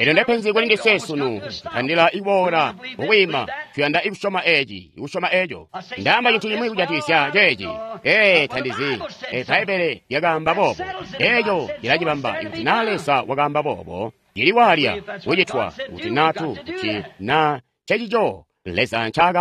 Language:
Tonga (Zambia)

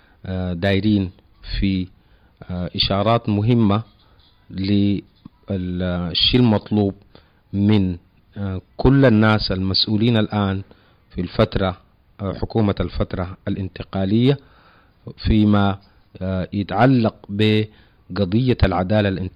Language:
Sudanese Arabic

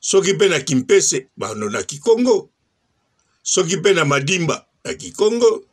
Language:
Lingala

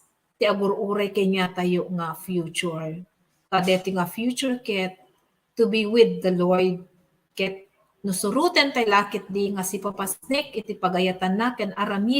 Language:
Iloko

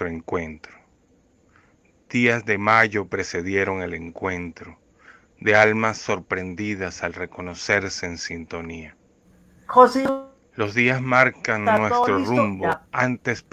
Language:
Spanish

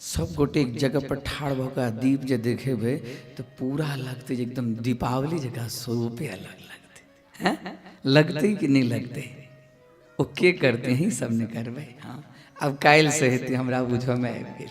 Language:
Maithili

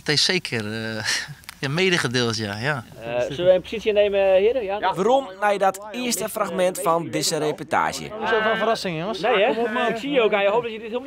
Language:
Western Frisian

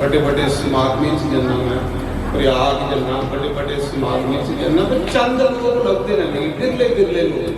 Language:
Dogri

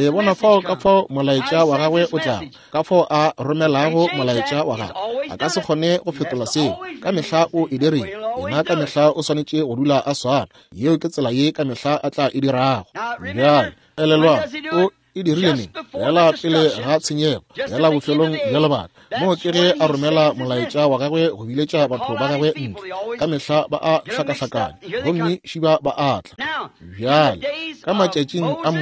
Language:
Northern Sotho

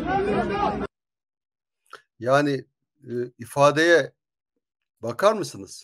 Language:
Turkish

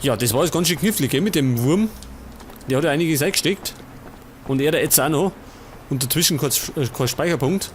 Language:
Bavarian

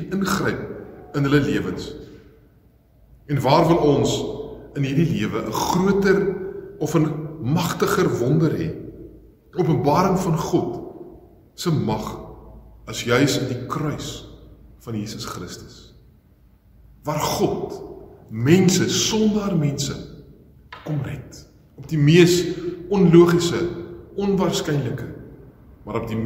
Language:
Afrikaans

